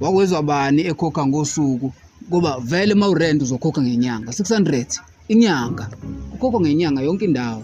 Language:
Zulu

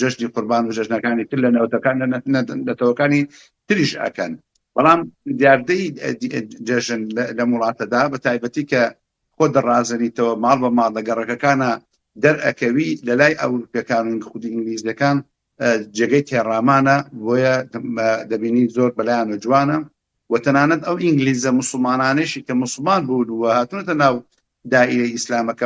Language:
Central Kurdish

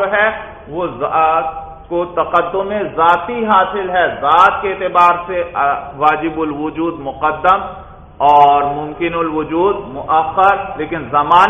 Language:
Urdu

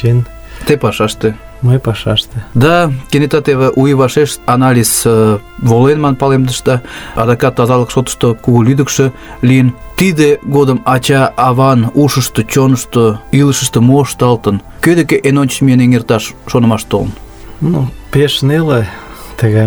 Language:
Mari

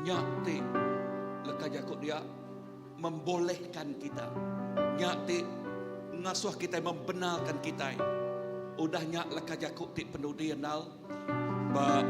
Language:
Iban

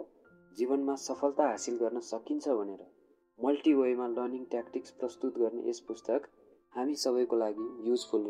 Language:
Nepali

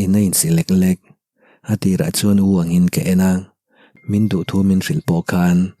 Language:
Mizo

